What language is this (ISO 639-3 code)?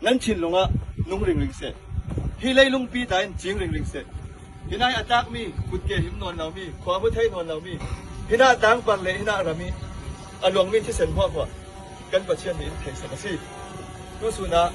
cfm